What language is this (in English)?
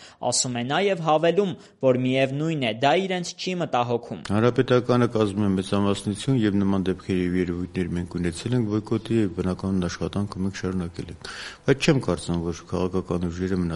Armenian